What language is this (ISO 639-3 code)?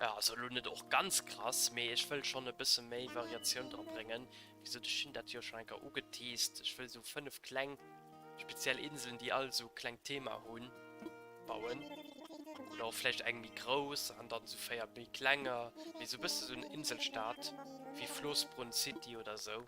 ltz